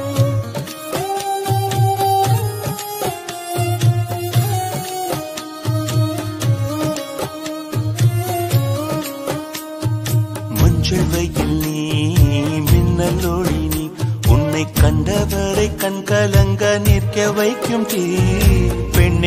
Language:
Tamil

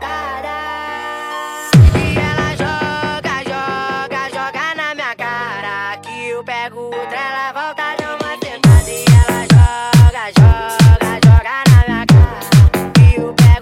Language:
Portuguese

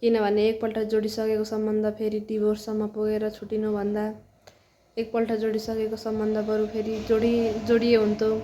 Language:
Nepali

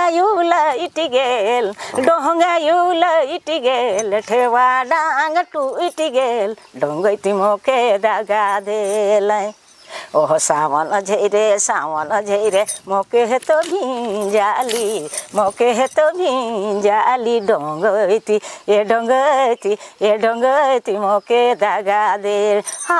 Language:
Sadri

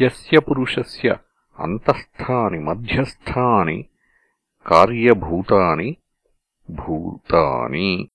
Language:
Sanskrit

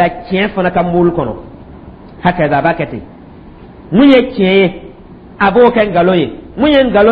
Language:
Dyula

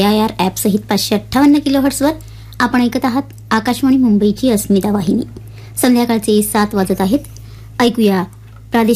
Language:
Marathi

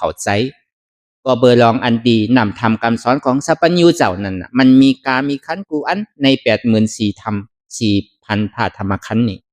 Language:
Shan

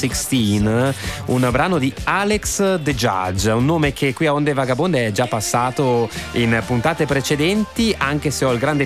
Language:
Italian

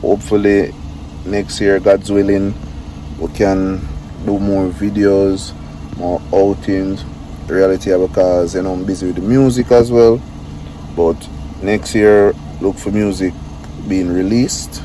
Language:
Jamaican Creole English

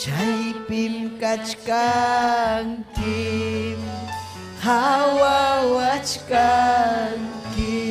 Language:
Ayacucho Quechua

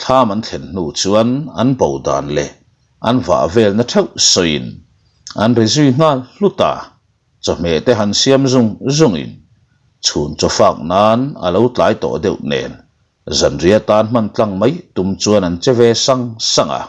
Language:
Mizo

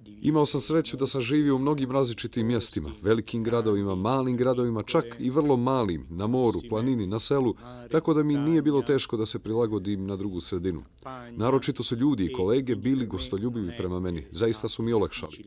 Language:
Bosnian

